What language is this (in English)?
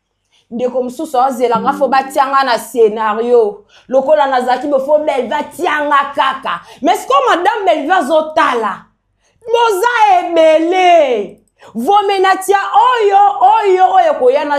Lingala